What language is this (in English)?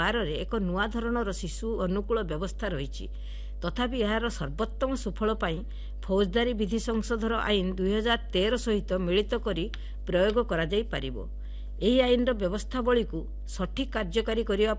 Odia